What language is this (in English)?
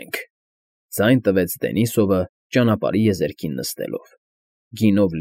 Armenian